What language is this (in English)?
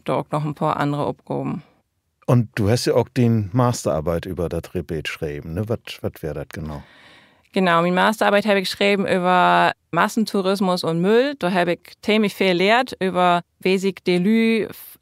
Low German